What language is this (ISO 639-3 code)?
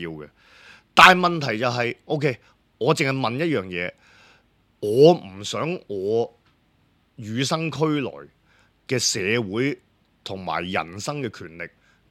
yue